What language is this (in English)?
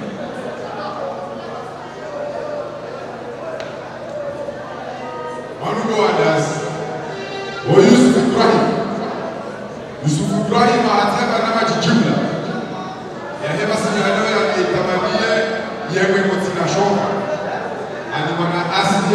Swahili